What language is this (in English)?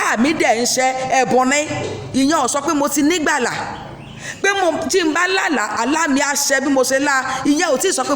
Yoruba